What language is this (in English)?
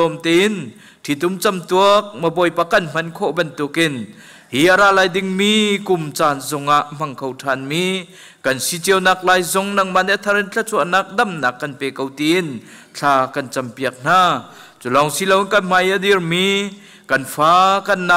Hakha Chin